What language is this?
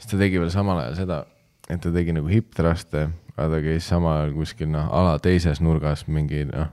Estonian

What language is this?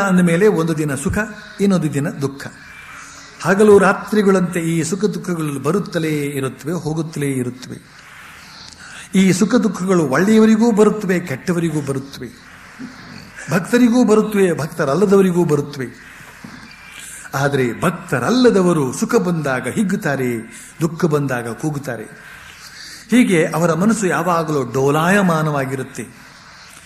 Kannada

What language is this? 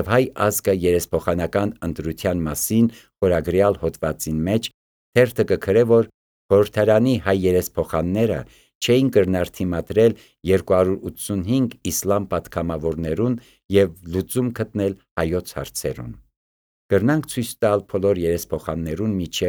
Armenian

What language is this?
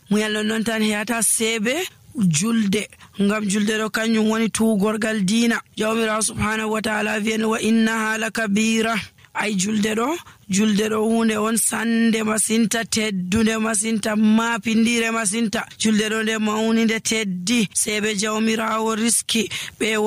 Nigerian Fulfulde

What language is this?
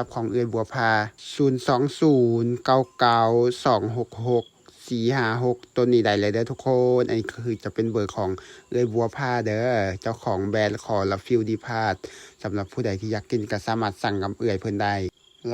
Lao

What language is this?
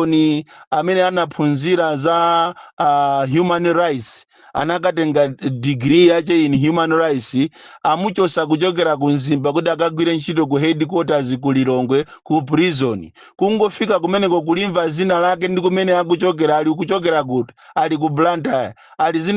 Nyanja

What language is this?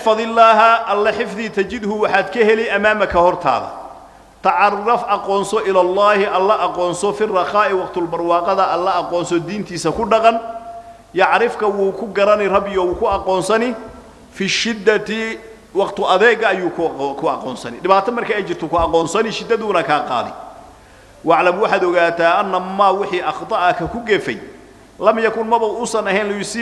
Somali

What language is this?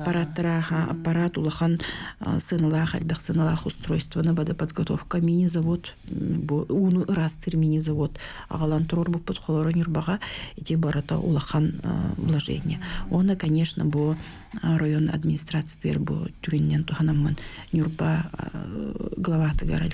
Yakut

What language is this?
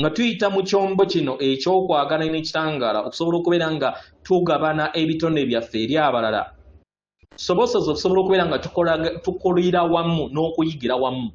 Ganda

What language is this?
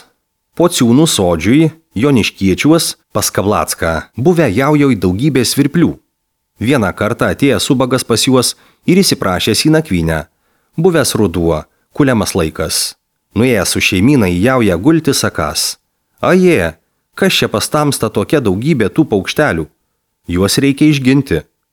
Lithuanian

